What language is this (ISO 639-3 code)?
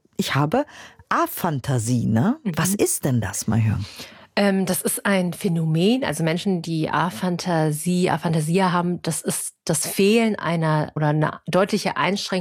deu